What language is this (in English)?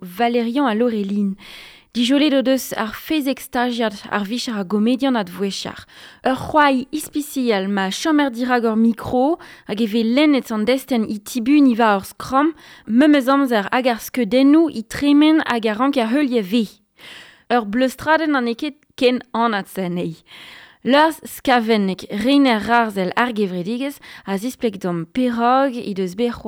Breton